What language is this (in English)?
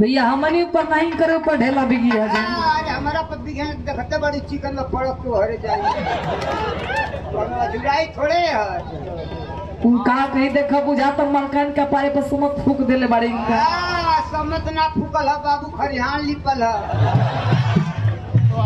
Bhojpuri